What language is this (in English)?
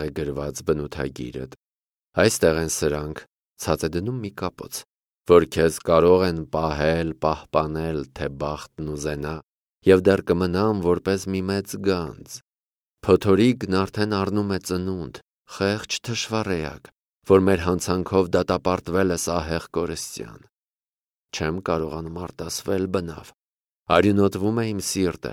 Armenian